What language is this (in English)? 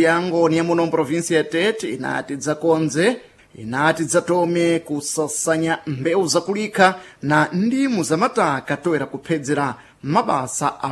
Sena